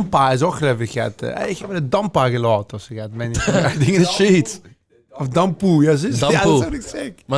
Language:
Limburgish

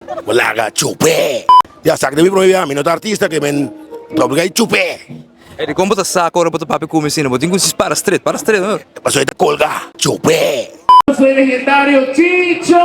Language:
Papiamento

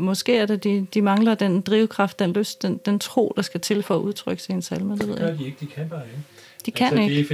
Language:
Danish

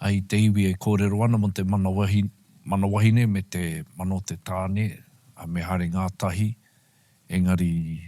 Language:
Māori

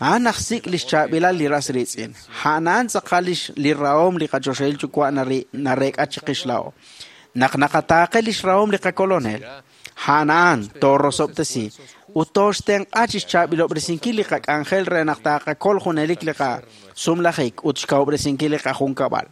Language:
Kekchí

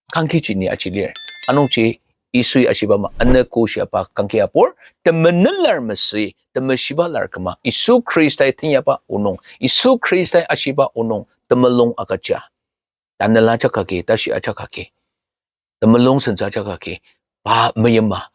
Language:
Ao Naga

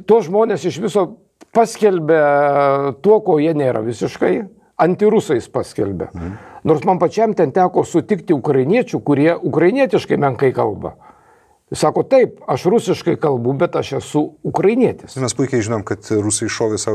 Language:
Lithuanian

